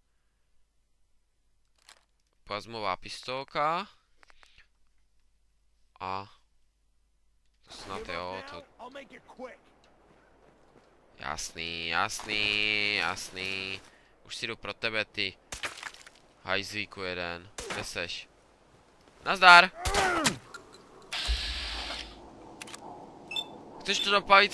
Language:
Czech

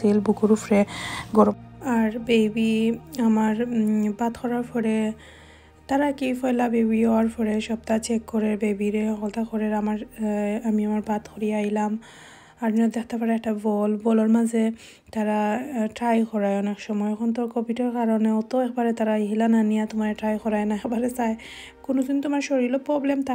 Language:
Sylheti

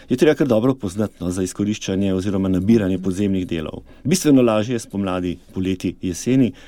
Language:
Slovenian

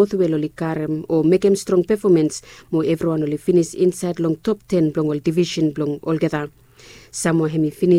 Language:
Bislama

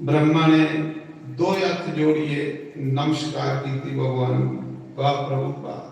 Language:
Dogri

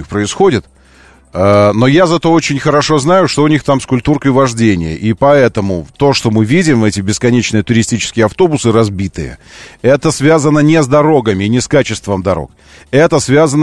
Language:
Russian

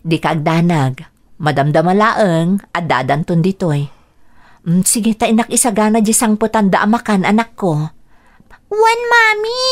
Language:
Iloko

